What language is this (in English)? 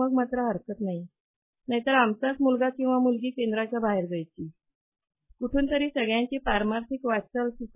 Marathi